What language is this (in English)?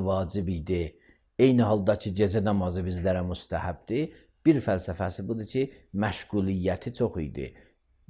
Azerbaijani